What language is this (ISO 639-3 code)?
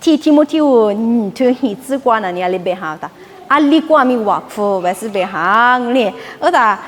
lis